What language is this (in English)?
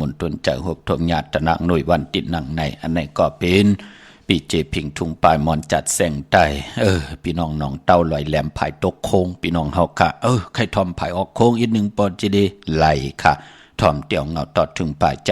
Shan